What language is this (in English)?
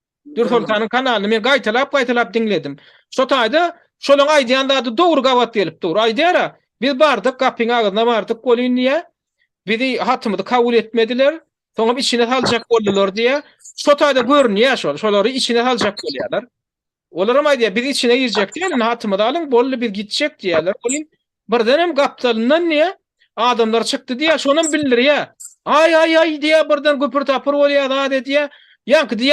Turkmen